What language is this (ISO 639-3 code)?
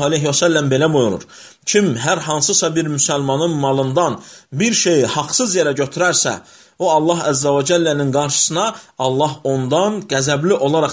aze